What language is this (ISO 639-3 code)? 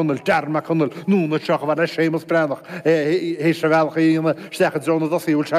gle